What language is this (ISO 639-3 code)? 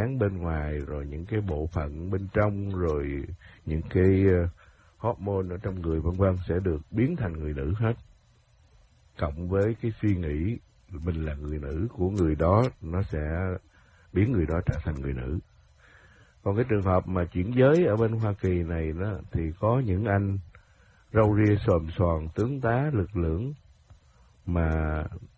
vie